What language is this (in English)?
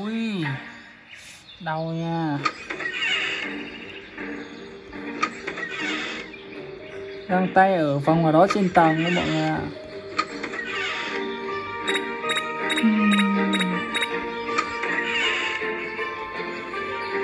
Vietnamese